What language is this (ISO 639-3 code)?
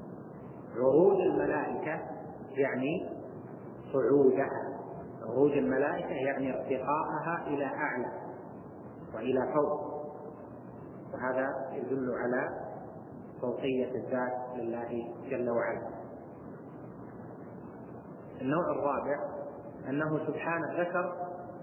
ara